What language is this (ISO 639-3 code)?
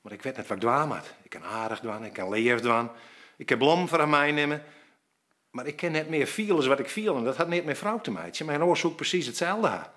fry